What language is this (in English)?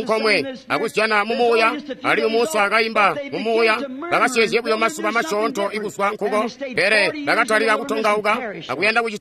Tonga (Zambia)